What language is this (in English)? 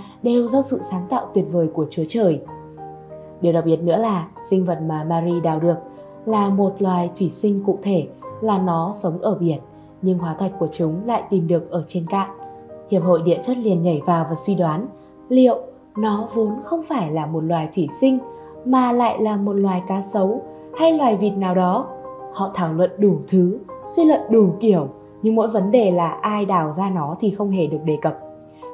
Vietnamese